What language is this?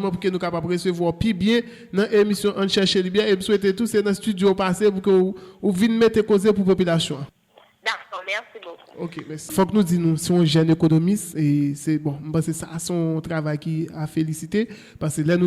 Haitian Creole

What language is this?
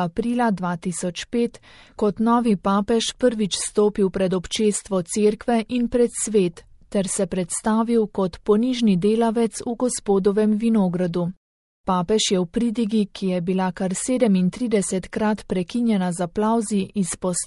Slovenian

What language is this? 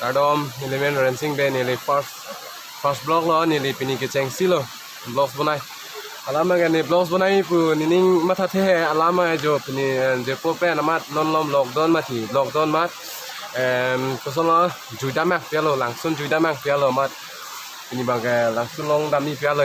Karbi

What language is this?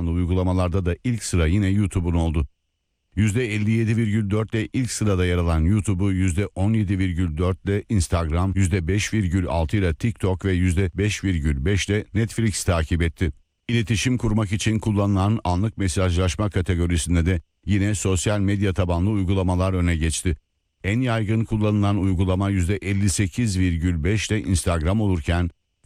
Turkish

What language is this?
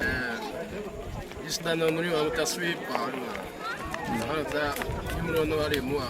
Xavánte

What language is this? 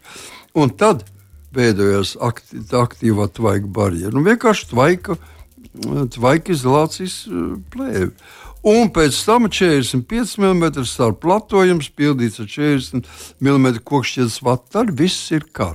Latvian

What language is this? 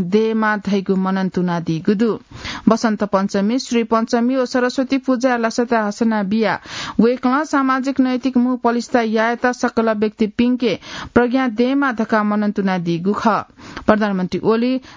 Newari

